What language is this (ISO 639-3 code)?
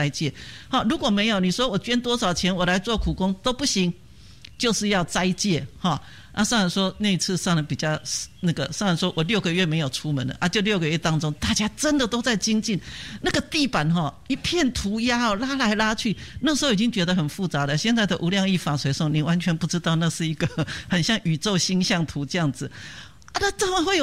zho